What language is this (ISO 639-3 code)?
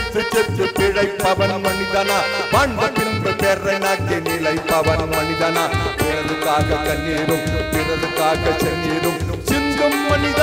tam